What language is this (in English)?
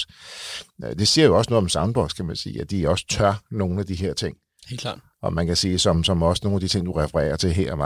Danish